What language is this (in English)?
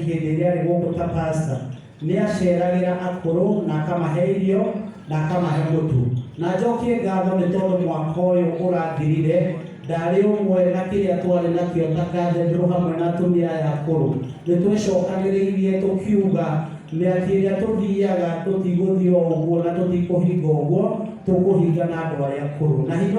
Kikuyu